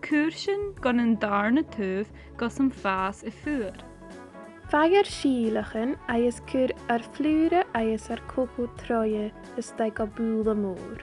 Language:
Scottish Gaelic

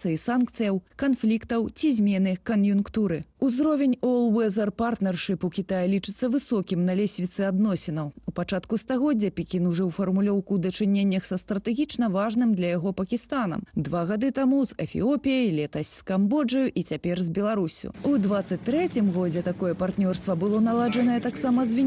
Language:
Belarusian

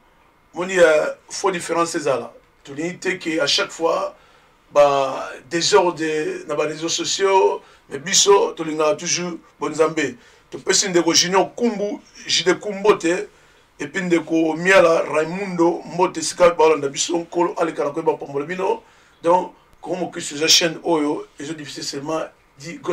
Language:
Lingala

